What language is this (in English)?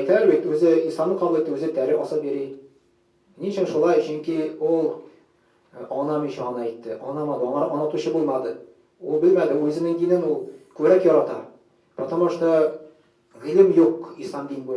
Tatar